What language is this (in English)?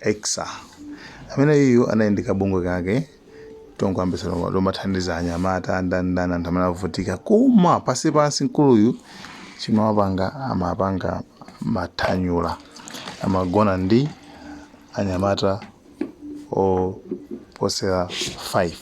Nyanja